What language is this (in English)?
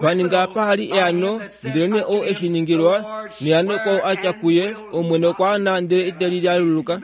Kuanyama